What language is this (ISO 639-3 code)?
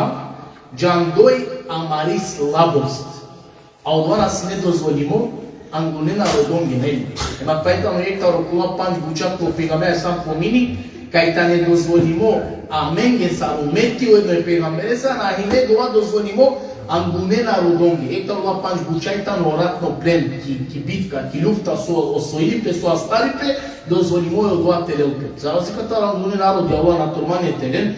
rmn